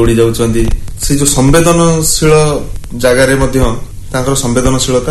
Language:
Odia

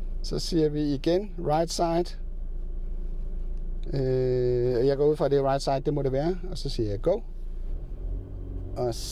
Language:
Danish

